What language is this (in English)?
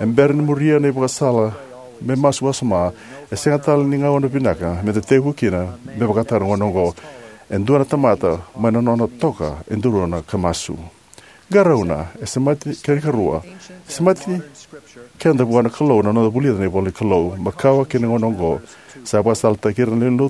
Fijian